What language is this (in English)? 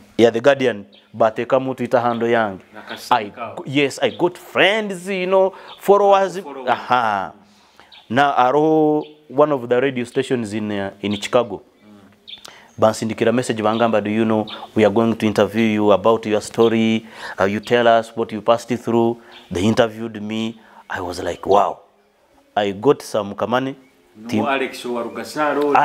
Nyoro